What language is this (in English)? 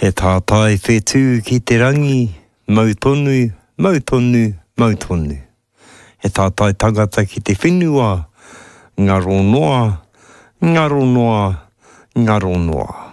Māori